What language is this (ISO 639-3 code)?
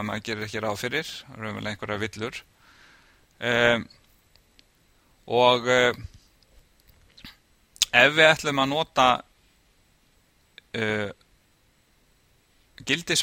isl